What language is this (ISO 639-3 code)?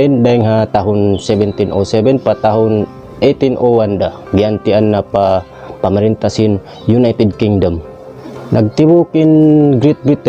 tsg